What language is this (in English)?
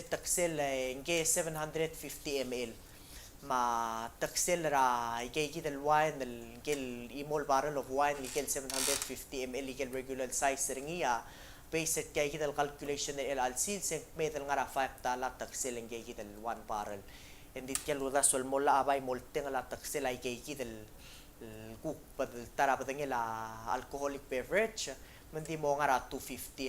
Palauan